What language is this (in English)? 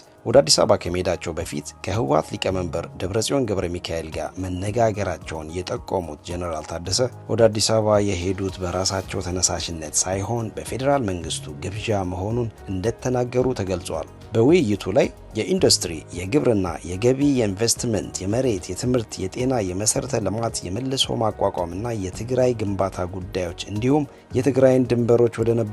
Amharic